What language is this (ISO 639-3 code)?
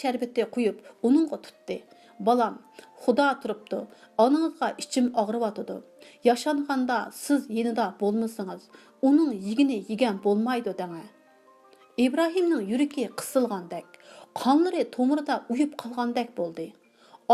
uig